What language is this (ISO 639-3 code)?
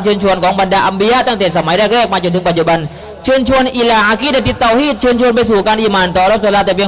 tha